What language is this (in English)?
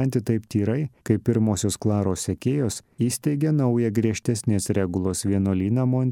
Lithuanian